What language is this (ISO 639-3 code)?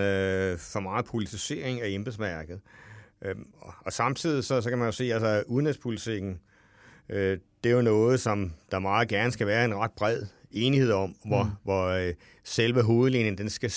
dan